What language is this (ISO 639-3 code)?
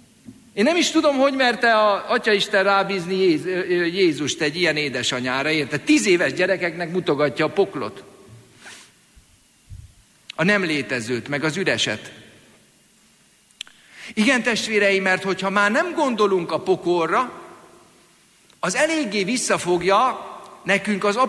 hun